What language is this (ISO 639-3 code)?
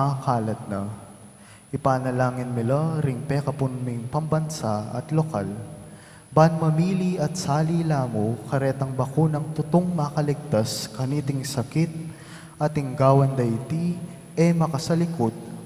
pam